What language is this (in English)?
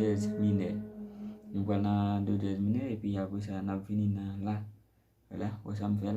Haitian Creole